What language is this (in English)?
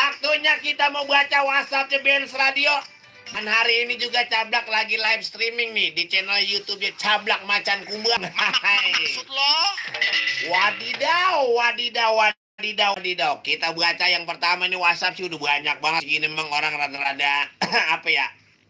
Betawi